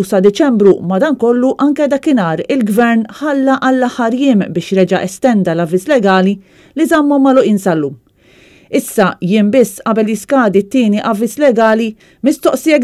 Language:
Maltese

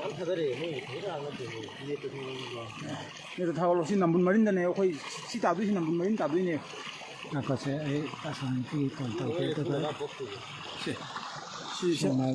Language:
Manipuri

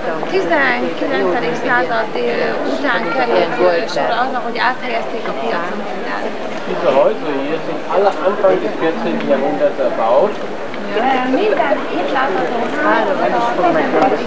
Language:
Hungarian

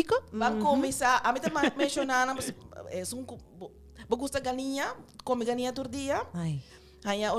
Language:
Papiamento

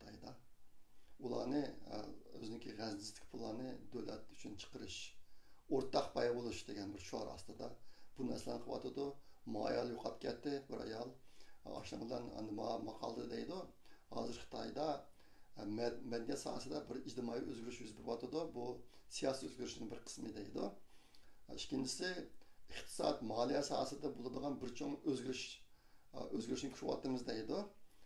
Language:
Uyghur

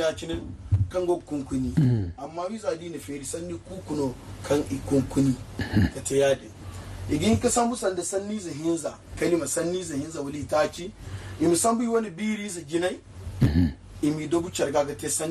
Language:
Zarma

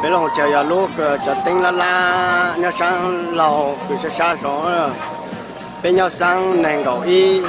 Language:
Hmong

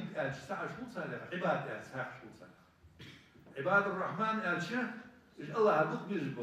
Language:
Ingush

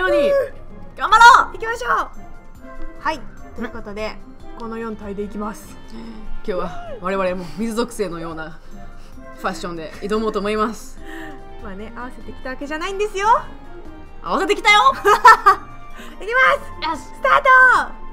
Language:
Japanese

